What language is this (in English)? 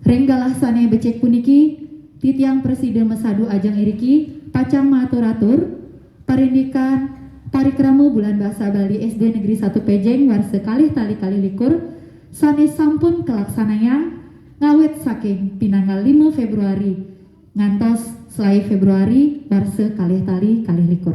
Balinese